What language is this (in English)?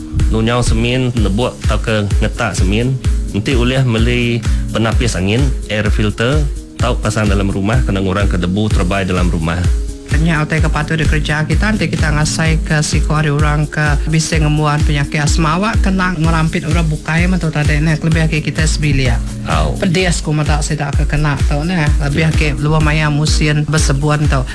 Iban